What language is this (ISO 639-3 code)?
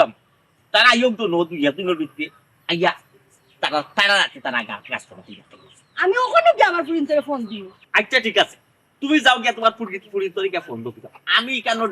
syl